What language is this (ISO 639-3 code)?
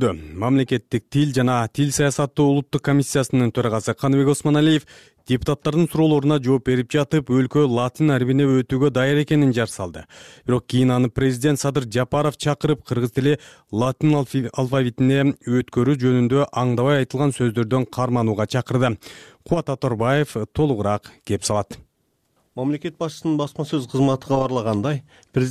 kir